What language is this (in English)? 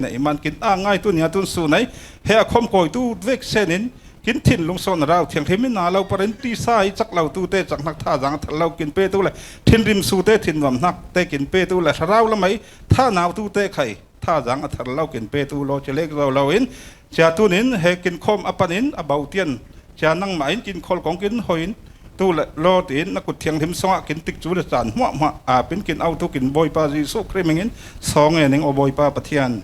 Falam Chin